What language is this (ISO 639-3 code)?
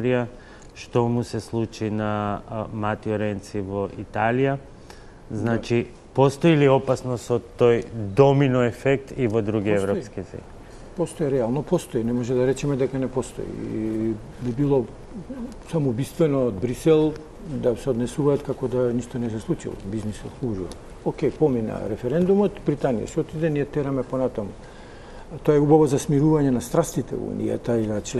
mkd